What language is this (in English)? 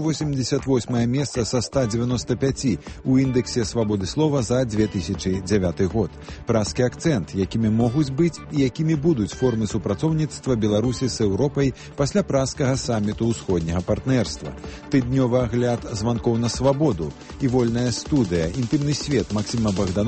Belarusian